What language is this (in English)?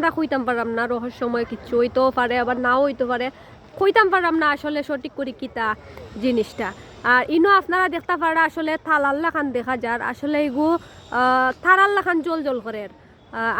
Sylheti